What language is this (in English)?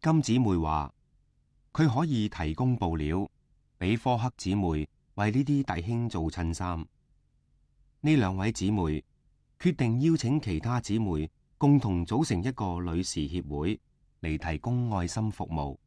Cantonese